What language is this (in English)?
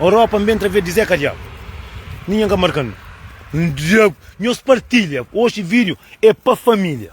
Kabuverdianu